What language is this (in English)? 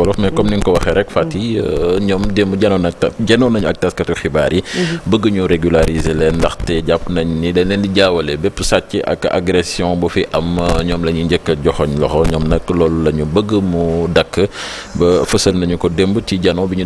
Wolof